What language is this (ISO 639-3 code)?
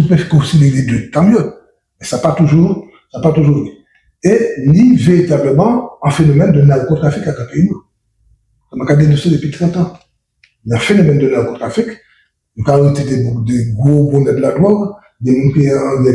gcf